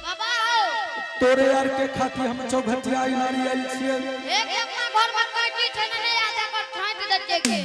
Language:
Angika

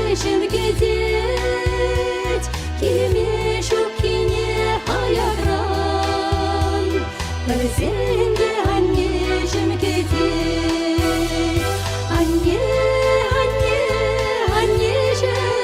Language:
Chuvash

